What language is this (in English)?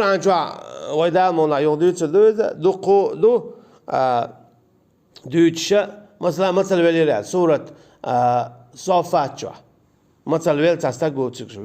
Chechen